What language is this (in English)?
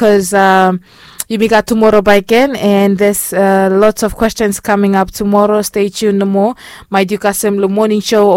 Bislama